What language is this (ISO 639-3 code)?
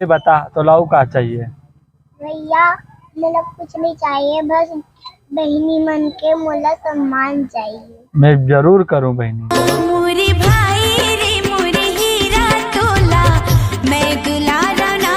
hne